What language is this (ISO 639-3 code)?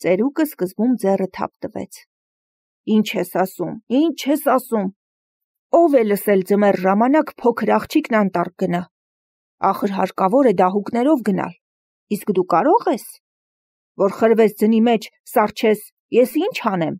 hye